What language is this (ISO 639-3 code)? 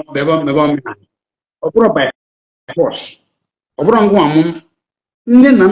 ibo